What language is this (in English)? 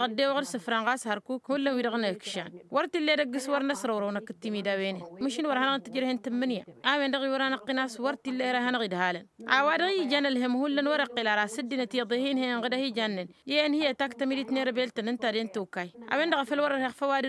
Tamasheq